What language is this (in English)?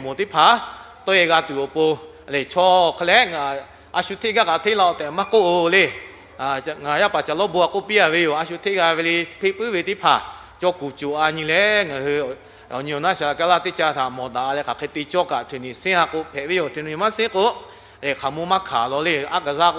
Lahu